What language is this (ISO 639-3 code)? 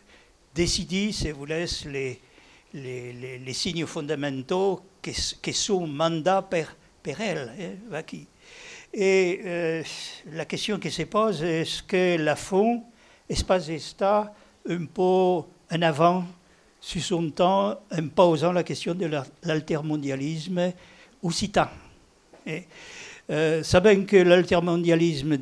oci